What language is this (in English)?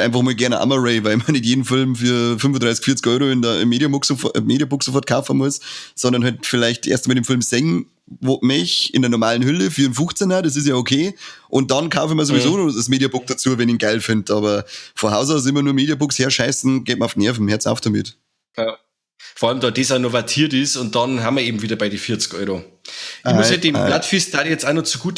Bavarian